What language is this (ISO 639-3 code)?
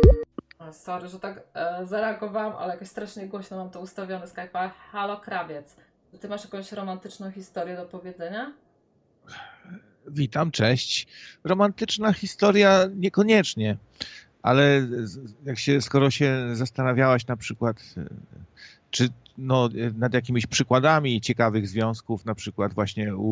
pol